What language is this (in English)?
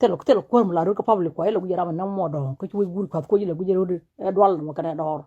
Nuer